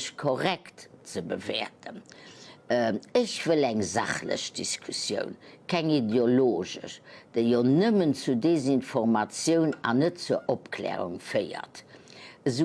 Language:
Luxembourgish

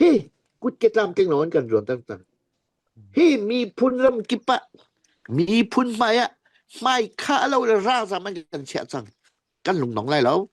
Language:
Falam Chin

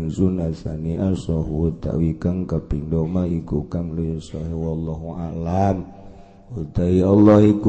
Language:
Sundanese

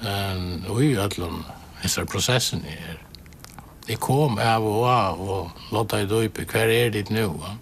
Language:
Faroese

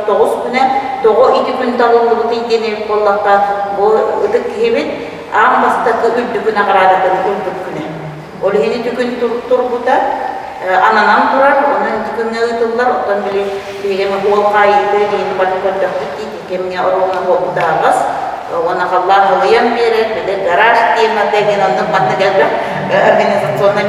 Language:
Yakut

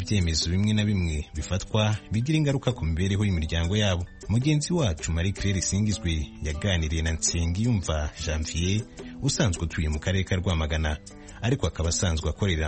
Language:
Kinyarwanda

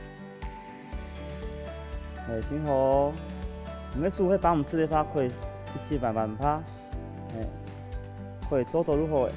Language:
Hakka Chinese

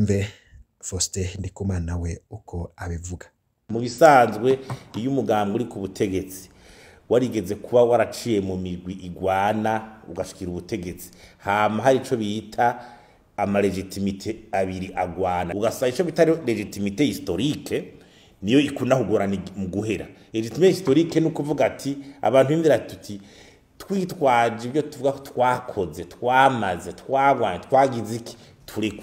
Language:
Rundi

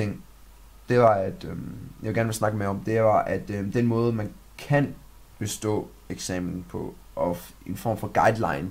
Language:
Danish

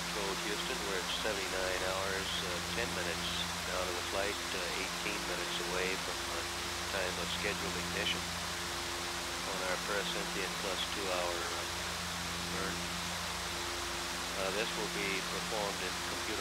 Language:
English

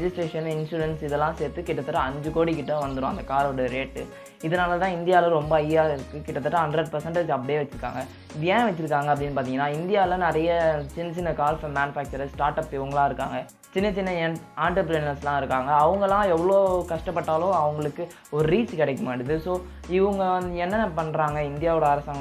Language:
Tamil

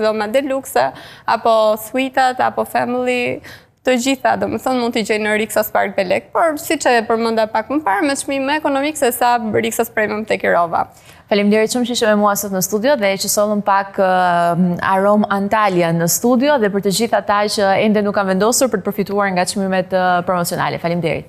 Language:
Albanian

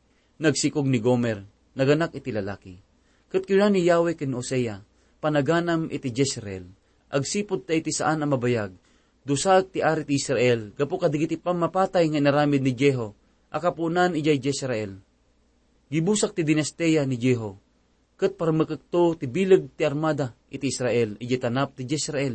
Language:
Iloko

